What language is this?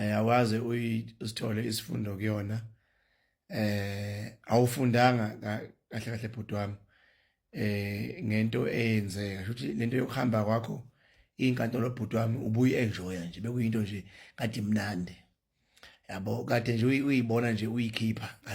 Zulu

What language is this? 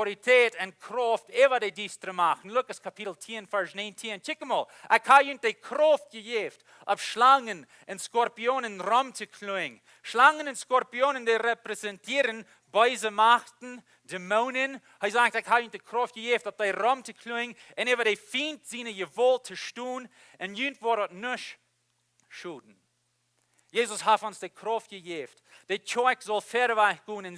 Plautdietsch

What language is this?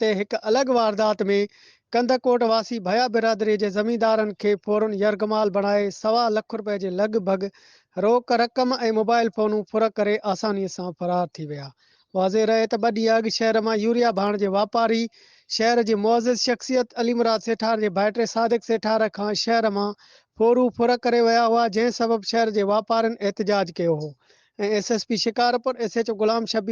Sindhi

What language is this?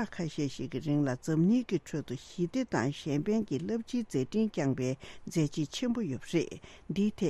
Tibetan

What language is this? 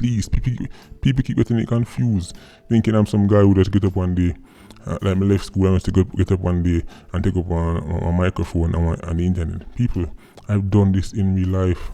Jamaican Creole English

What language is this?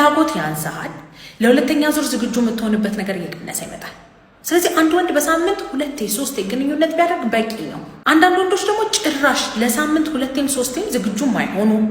Amharic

